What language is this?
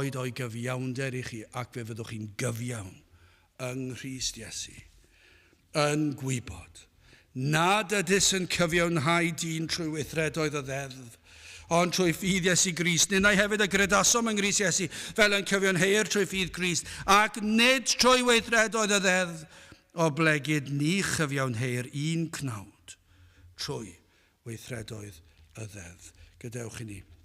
Welsh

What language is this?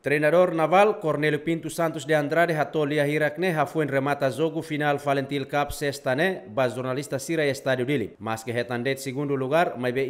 Tetum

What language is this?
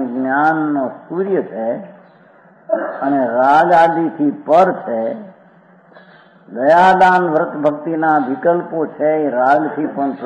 Gujarati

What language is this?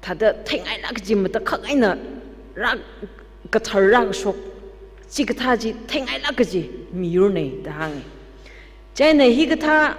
Tangkhul Naga (India)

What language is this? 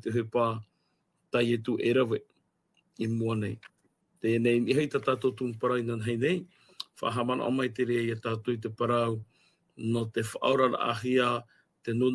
Tahitian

